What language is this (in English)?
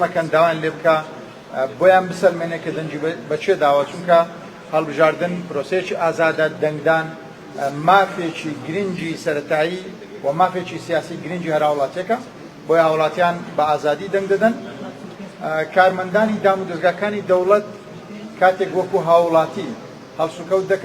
Central Kurdish